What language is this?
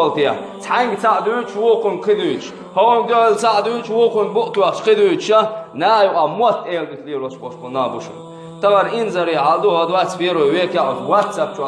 Chechen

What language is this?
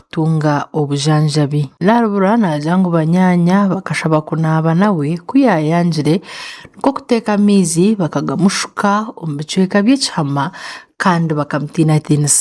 Nyankole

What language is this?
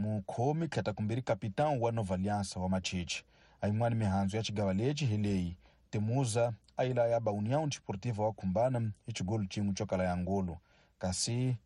Tsonga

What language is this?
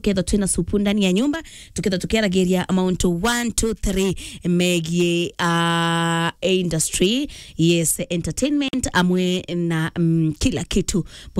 Meru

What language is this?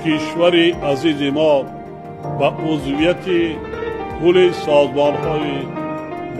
Tajik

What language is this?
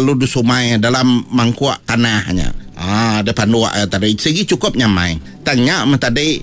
Iban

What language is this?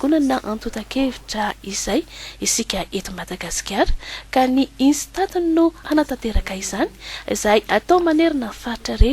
Malagasy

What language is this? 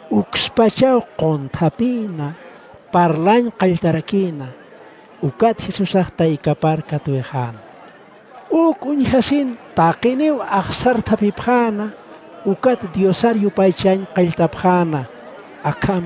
Aymara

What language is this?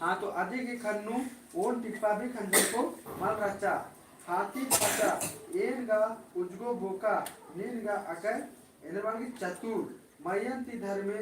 Kurukh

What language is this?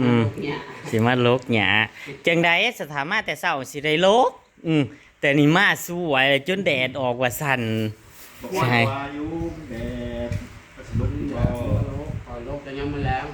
Northeastern Thai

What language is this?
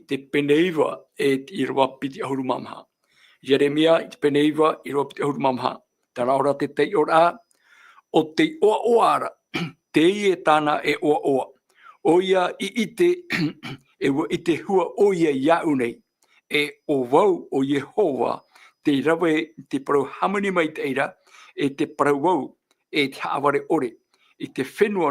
Tahitian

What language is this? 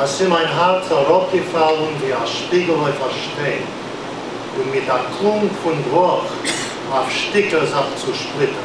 Yiddish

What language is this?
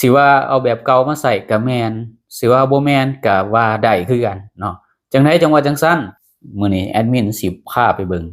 Lao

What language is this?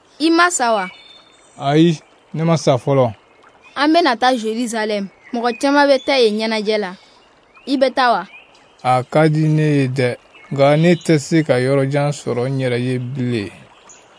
Bambara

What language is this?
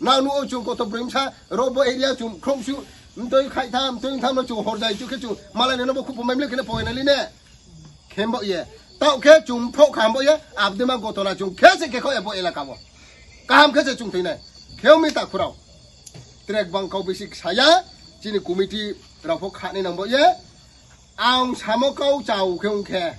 Riang (India)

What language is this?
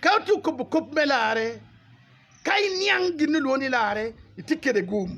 Acoli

